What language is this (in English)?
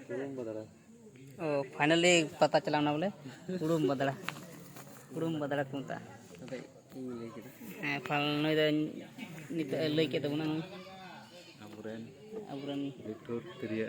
Santali